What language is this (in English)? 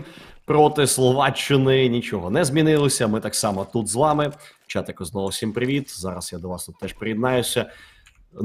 Ukrainian